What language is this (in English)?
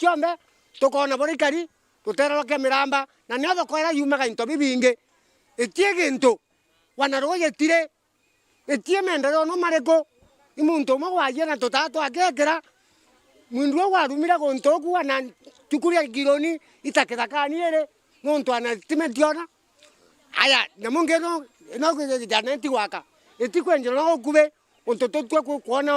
Meru